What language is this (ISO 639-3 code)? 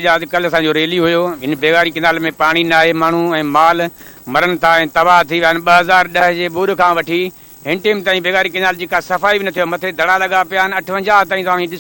snd